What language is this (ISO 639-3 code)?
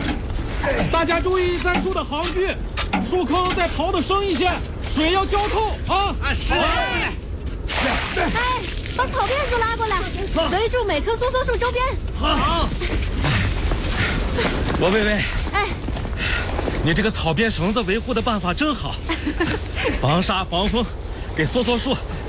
zho